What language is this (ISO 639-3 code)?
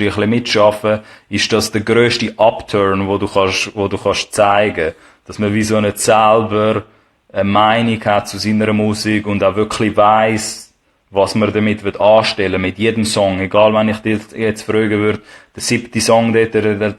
gsw